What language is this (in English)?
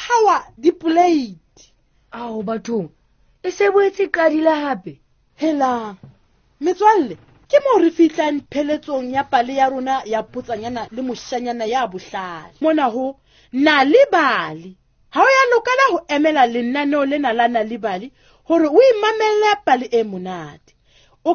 Southern Sotho